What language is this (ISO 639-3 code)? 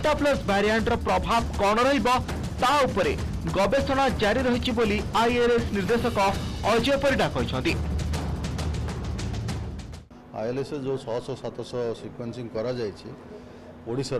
ori